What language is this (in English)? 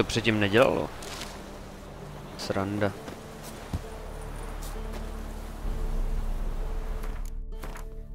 Czech